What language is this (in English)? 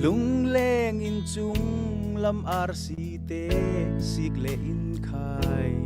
Falam Chin